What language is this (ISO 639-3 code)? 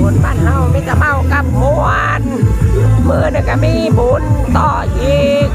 tts